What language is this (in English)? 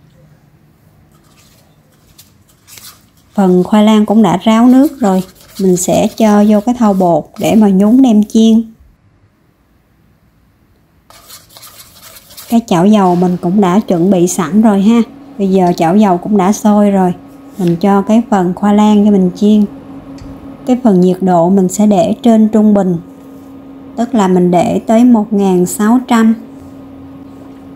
Vietnamese